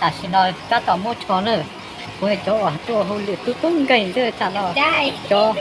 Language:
Hmong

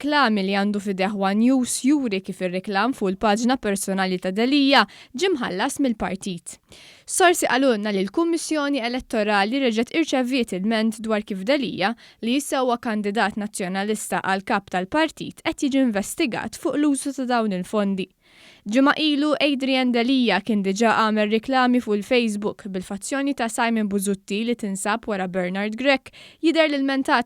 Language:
Maltese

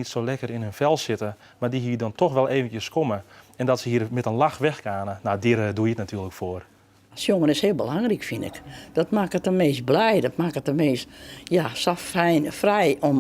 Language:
Western Frisian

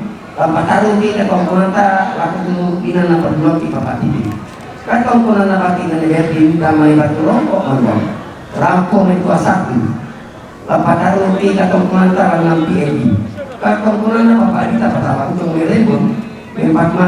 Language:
Toraja-Sa'dan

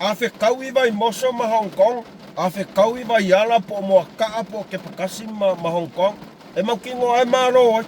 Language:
Samoan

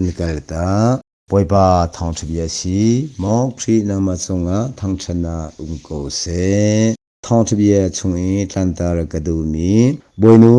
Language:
Hakha Chin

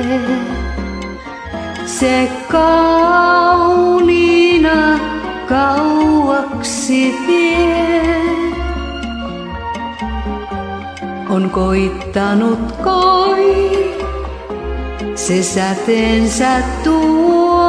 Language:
Finnish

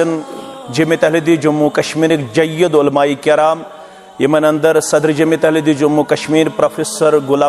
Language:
Kashmiri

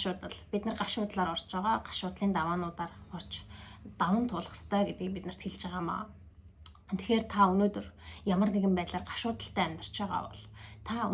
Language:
Mongolian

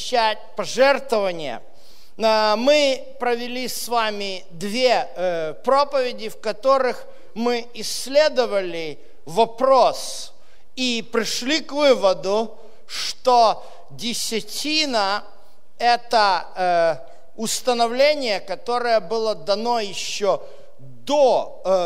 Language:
Russian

